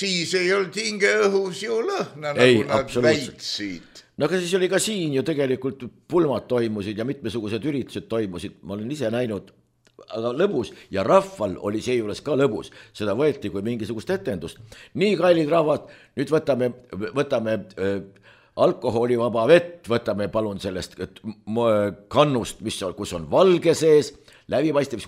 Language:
Estonian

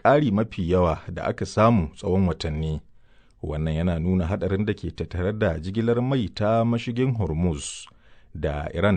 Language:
Hausa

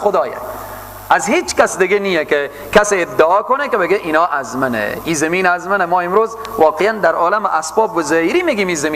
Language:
Persian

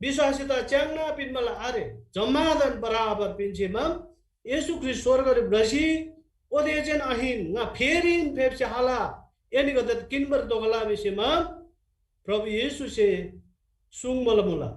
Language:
Eastern Tamang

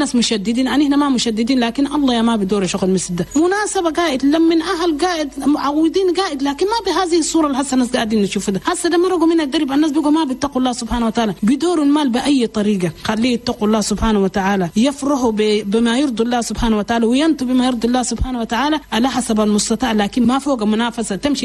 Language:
Chadian Arabic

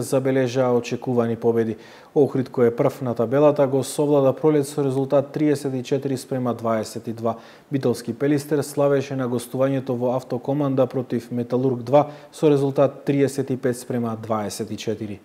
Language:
Macedonian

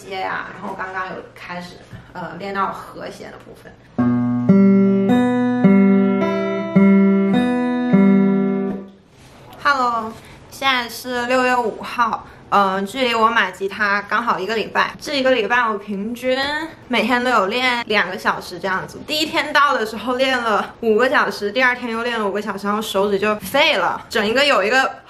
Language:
Chinese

